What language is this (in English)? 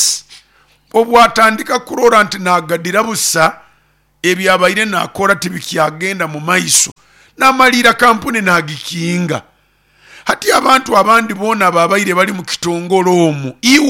Nyoro